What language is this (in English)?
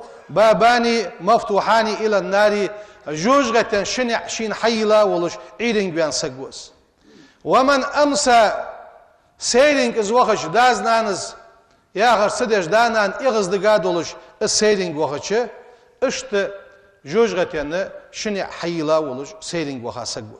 Ingush